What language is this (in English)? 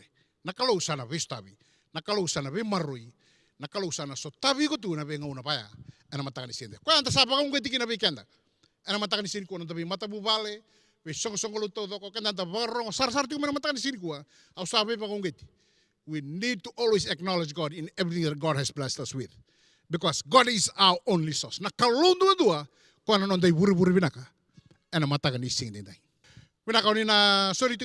Fijian